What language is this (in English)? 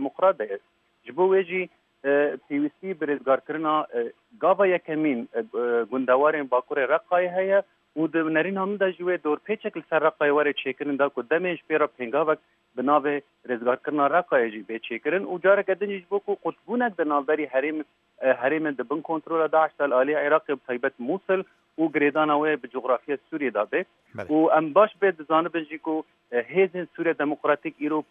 Kurdish